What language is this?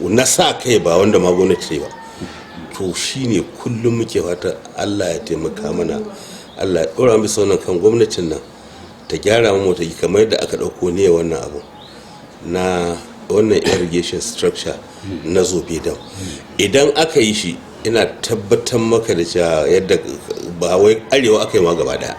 Hausa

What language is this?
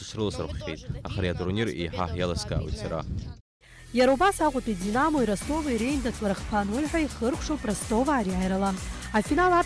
Abkhazian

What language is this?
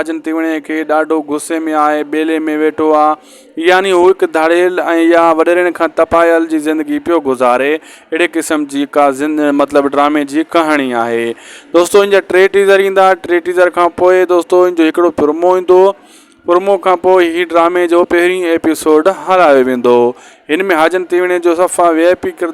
Sindhi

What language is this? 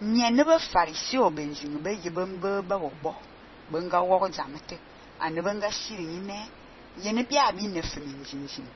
Fang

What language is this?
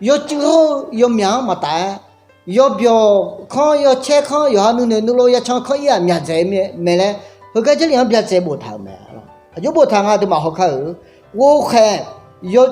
Akha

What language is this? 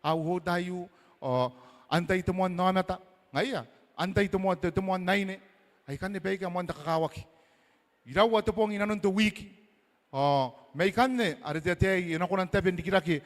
Gilbertese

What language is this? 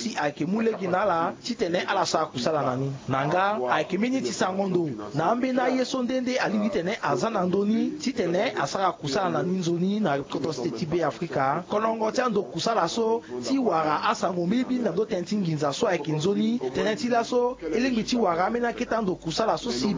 Sango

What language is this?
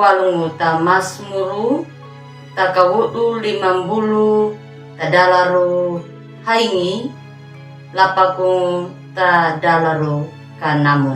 Anakalangu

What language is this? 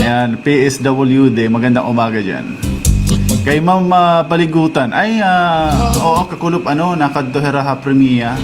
Waray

